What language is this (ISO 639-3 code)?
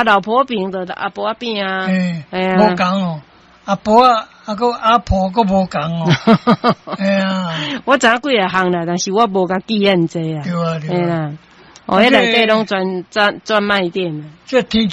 nan